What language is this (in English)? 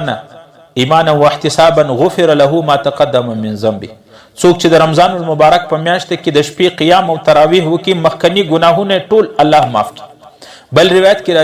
Pashto